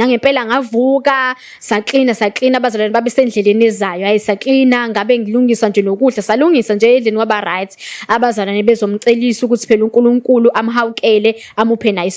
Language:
Zulu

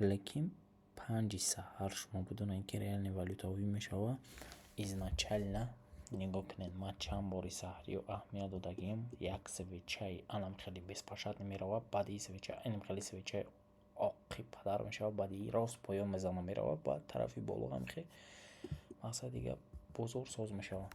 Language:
Tajik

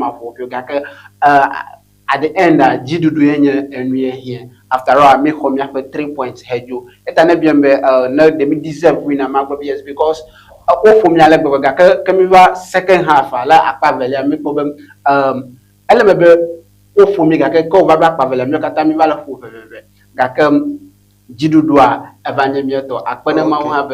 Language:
Ewe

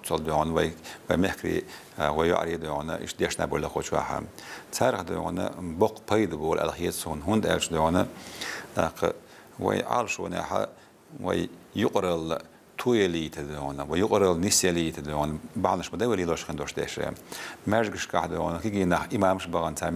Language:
Chechen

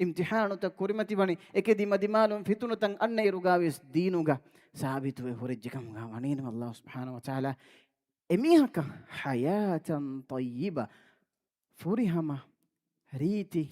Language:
Divehi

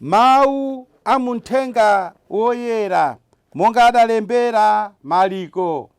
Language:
Nyanja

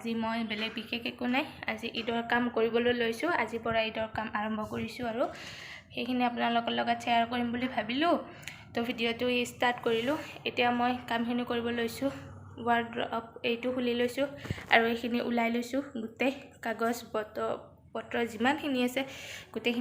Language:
Assamese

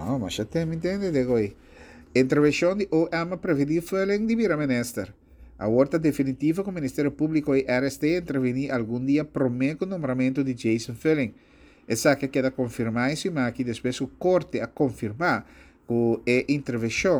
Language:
Papiamento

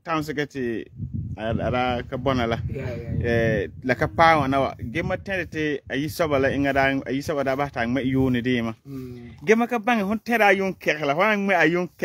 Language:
Frafra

